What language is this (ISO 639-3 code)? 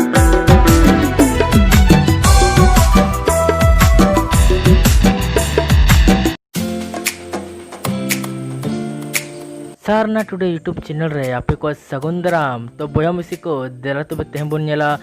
sat